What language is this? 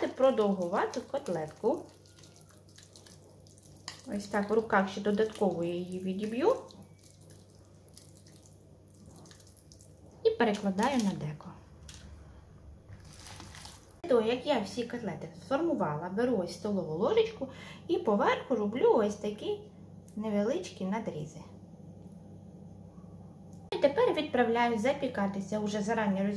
Ukrainian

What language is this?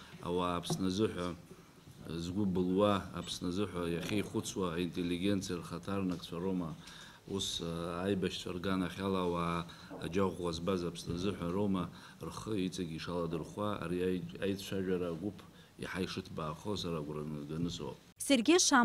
Abkhazian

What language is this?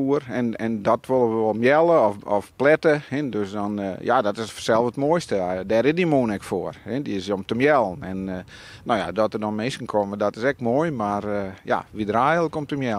Western Frisian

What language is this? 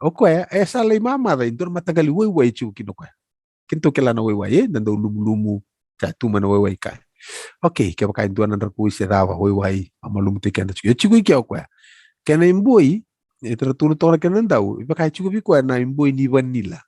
Fijian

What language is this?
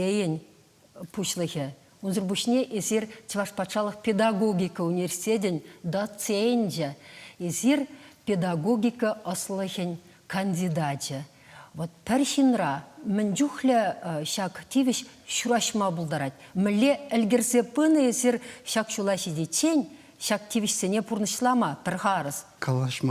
Chuvash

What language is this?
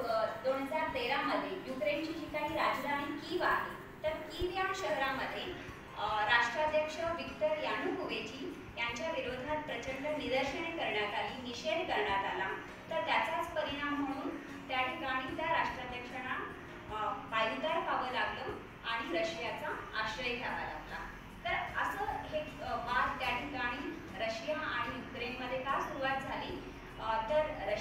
Marathi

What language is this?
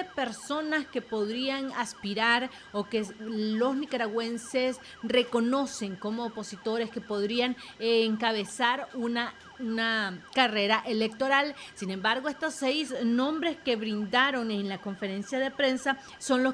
Spanish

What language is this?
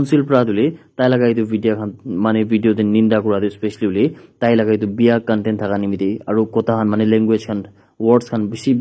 Naga Pidgin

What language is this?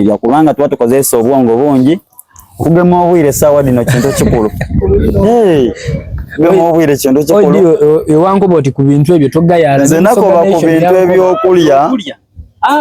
Soga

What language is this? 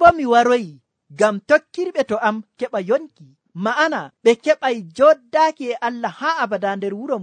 Nigerian Fulfulde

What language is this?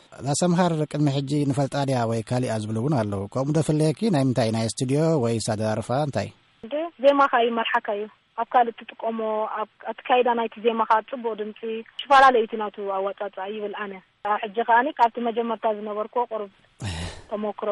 Tigrinya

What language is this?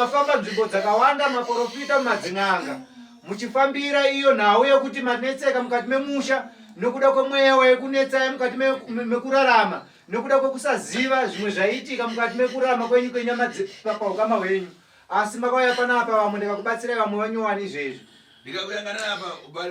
Shona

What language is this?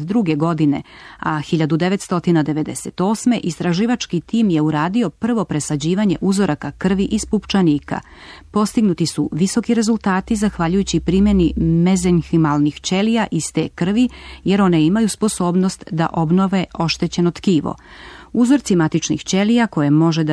Serbian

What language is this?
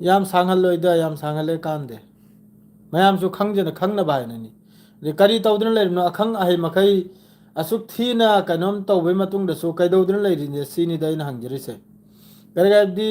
Manipuri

